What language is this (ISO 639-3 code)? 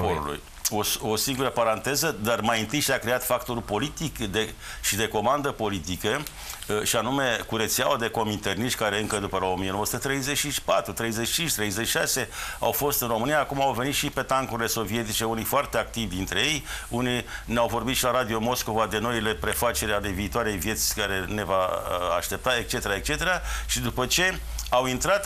ron